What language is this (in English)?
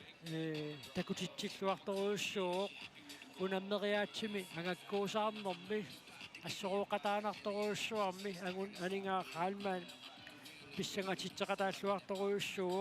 Kalaallisut